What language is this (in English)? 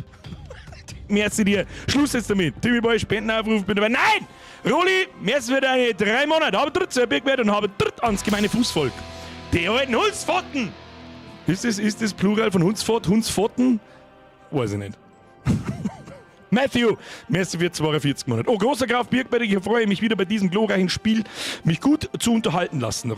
Bavarian